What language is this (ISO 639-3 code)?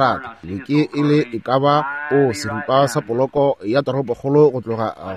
nso